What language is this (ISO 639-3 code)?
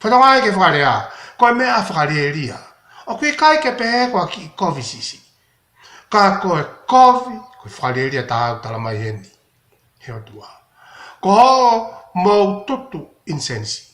ton